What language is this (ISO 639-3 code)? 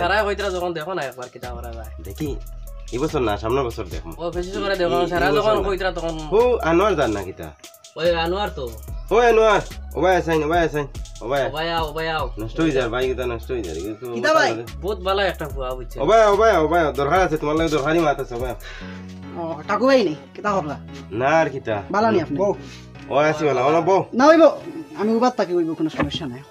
syl